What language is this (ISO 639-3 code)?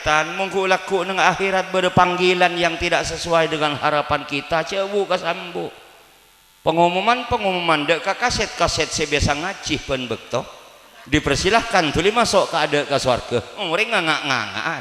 mad